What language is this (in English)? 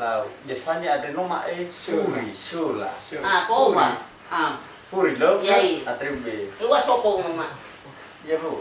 Nias